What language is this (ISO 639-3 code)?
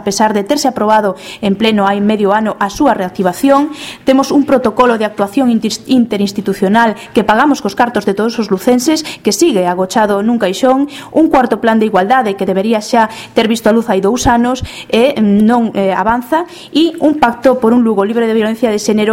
glg